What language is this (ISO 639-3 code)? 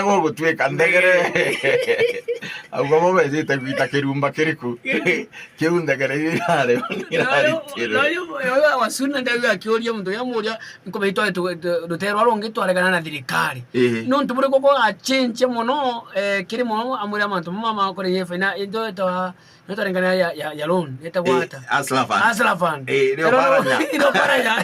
mer